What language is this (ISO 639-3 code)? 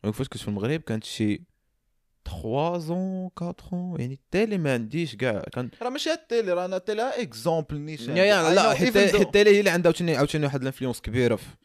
ary